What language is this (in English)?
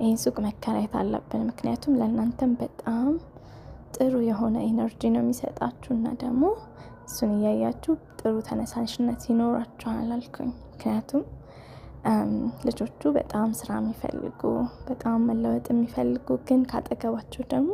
Amharic